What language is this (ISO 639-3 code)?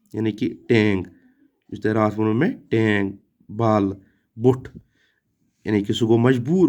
kas